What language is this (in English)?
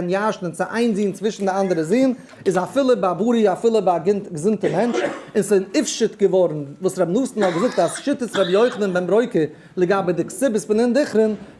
Yiddish